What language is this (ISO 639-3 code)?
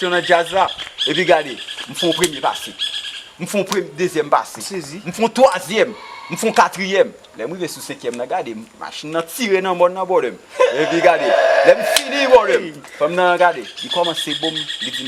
hat